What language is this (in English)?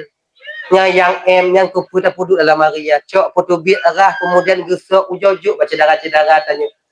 Achinese